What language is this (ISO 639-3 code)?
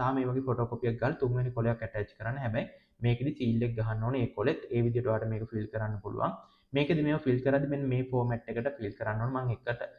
sin